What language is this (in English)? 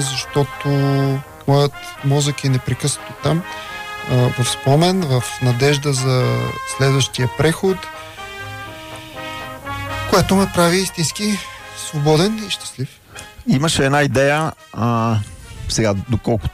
Bulgarian